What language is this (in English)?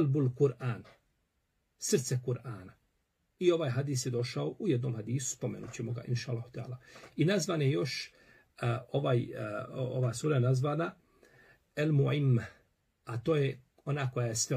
Bosnian